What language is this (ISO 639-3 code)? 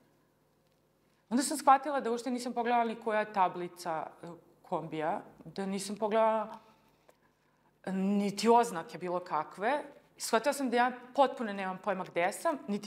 srp